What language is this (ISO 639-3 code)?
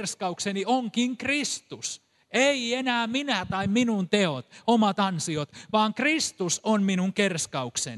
fin